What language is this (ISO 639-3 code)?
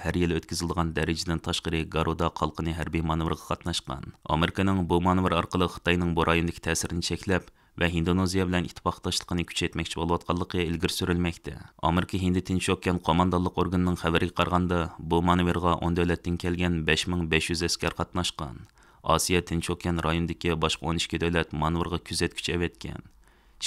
uig